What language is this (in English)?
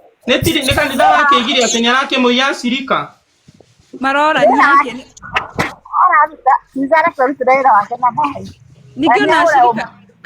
Kikuyu